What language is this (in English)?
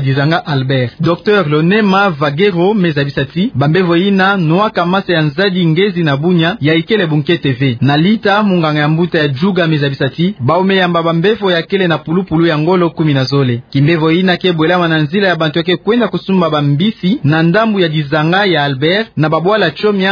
Kituba (Democratic Republic of Congo)